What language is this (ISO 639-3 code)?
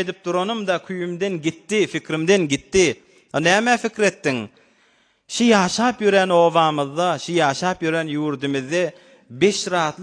tuk